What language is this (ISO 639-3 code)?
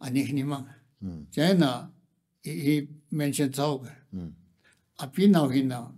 nmf